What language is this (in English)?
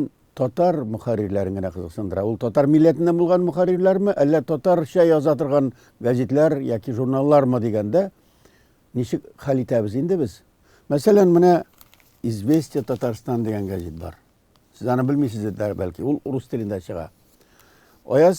Tatar